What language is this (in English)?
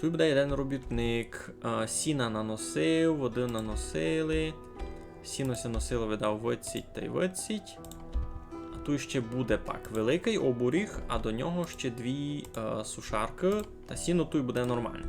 Rusyn